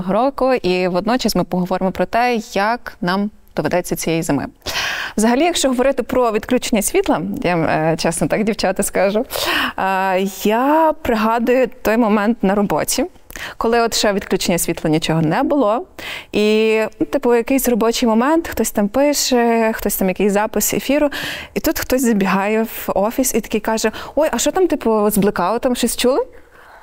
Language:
Ukrainian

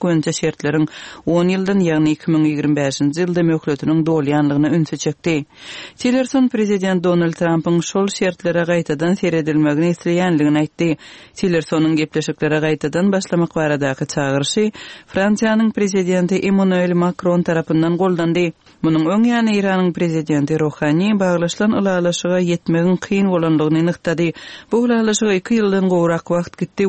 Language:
Turkmen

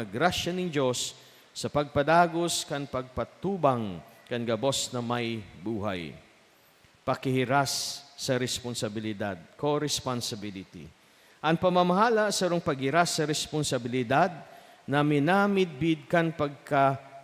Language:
Bikol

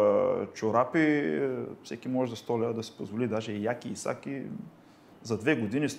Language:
Bulgarian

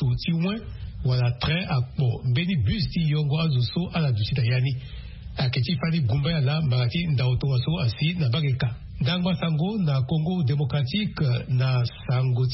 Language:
Sango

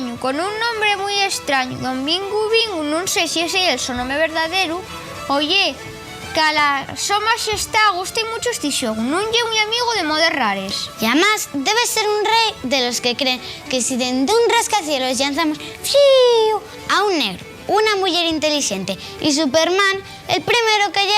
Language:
Asturian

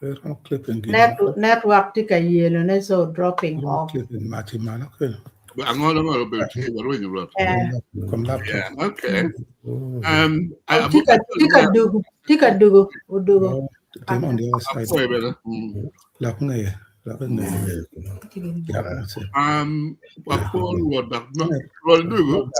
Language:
Acoli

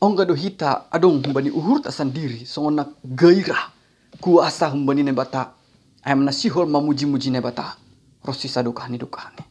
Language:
Batak Simalungun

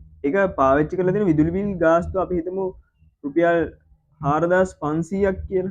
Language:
Sinhala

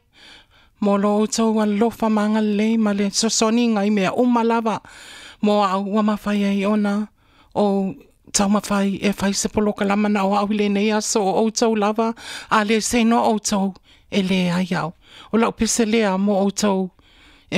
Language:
Samoan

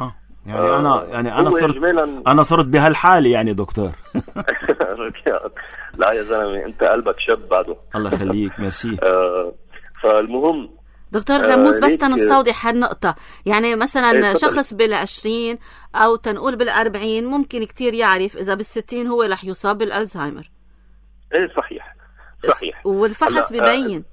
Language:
North Levantine Arabic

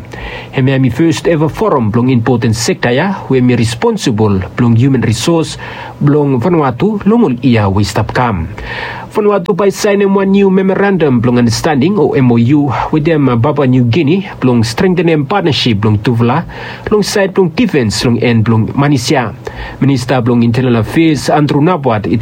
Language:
Bislama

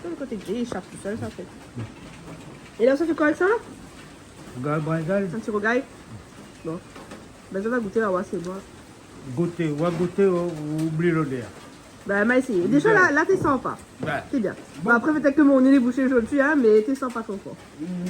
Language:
Réunion Creole French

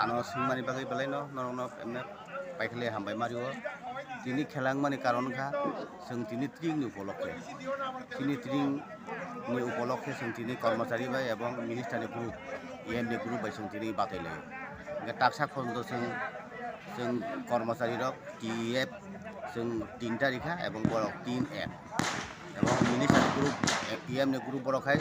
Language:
Kok Borok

